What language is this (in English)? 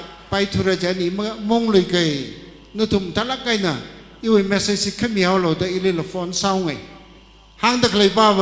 Tangkhul Naga (India)